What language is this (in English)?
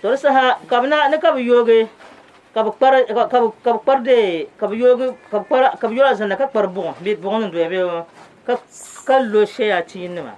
Dagbani